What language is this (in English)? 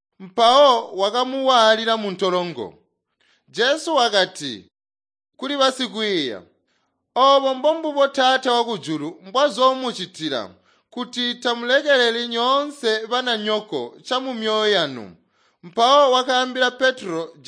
Tonga (Zambia)